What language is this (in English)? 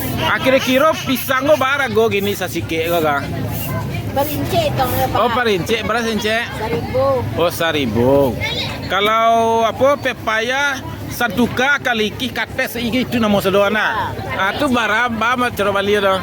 Minangkabau